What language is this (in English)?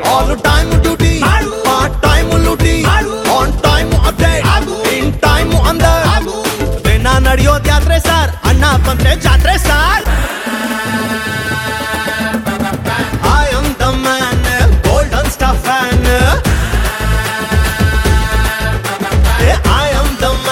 Kannada